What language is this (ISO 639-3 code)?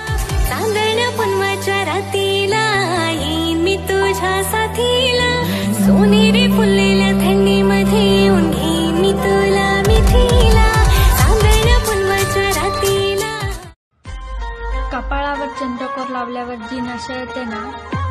mar